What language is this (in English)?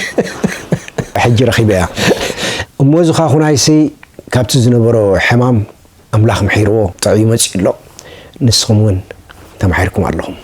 Tigrinya